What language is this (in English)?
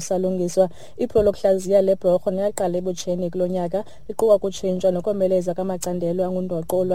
Xhosa